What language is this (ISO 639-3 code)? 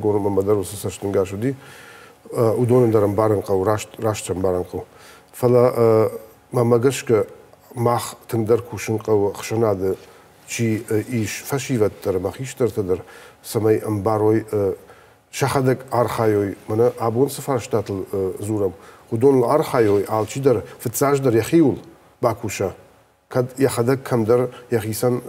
oss